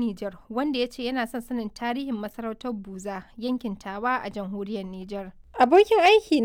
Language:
Hausa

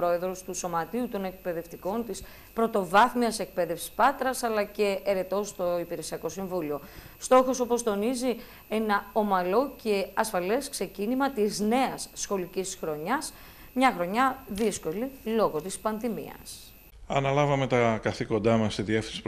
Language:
Greek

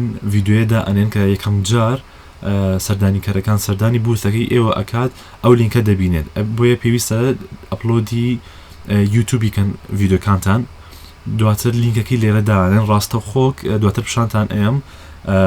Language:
Central Kurdish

